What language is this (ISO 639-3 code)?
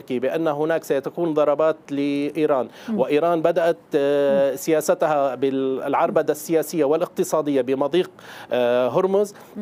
ara